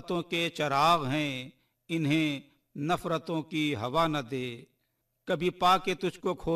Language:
Urdu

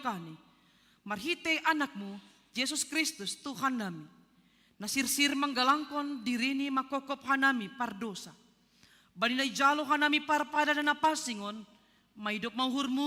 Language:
Batak Simalungun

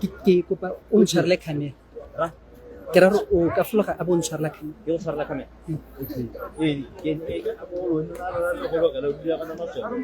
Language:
Tswana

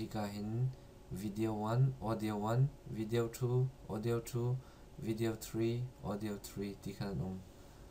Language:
Hakha Chin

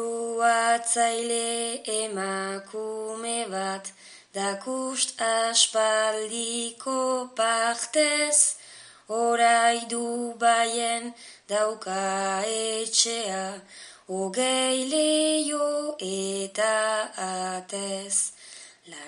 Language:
Basque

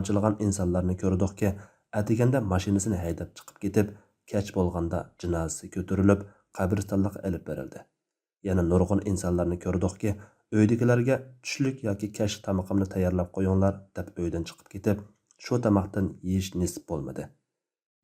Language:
Uyghur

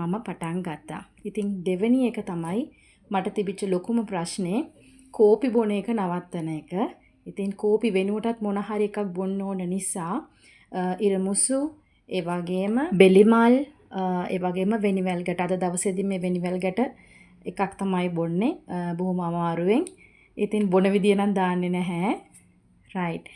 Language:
Sinhala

